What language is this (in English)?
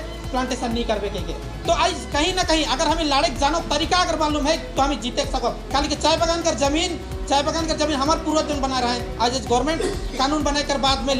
Sadri